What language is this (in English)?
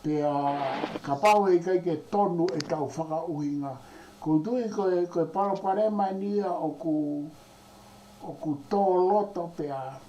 Tongan